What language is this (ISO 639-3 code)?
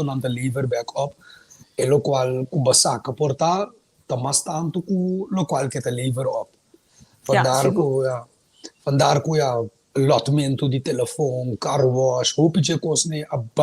pap